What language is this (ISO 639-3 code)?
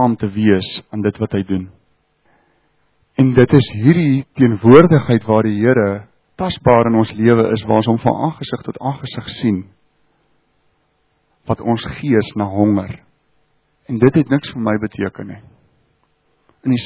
afr